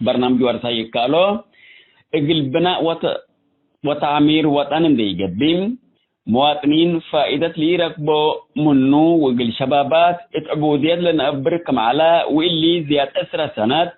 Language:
Tigre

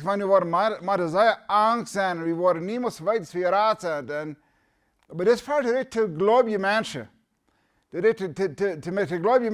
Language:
Plautdietsch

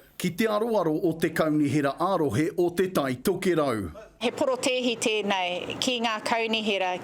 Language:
Māori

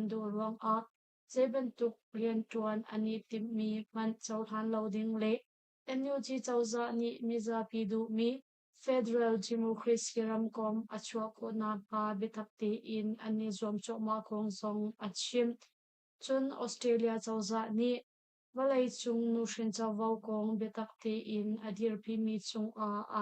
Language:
Hakha Chin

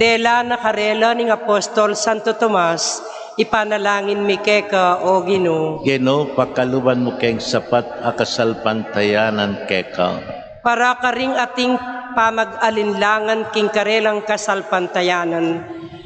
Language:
Pampanga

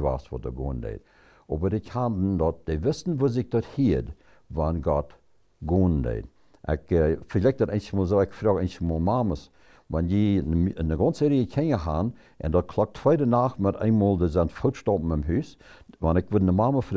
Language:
Plautdietsch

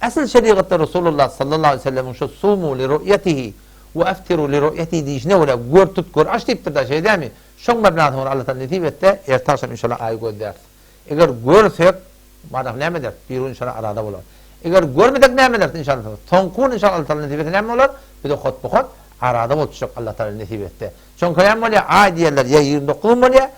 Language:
Turkmen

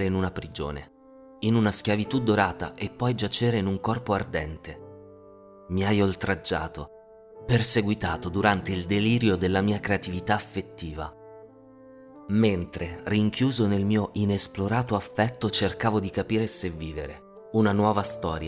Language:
Italian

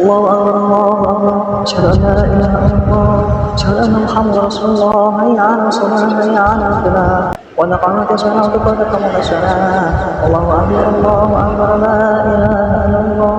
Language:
Betawi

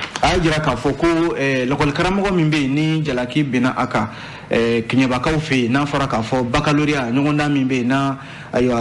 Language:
Bambara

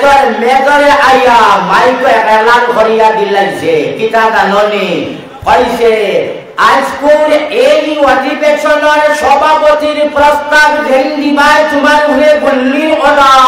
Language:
Sylheti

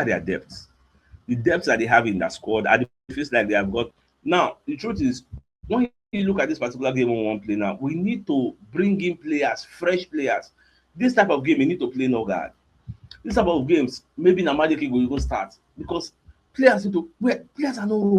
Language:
Nigerian Pidgin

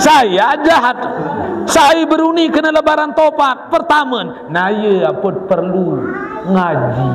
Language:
Sasak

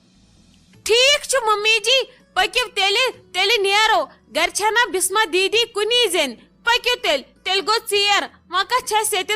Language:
Kashmiri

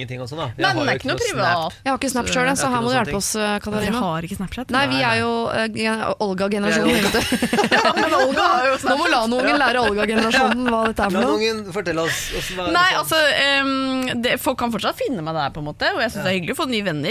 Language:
Norwegian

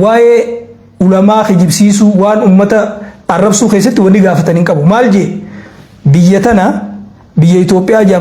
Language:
Oromo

